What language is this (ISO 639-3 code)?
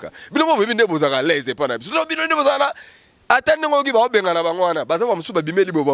lin